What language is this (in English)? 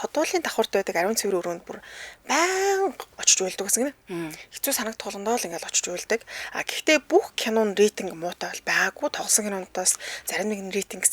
Mongolian